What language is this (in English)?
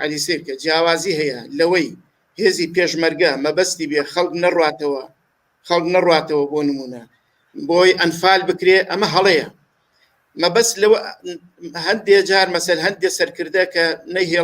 Central Kurdish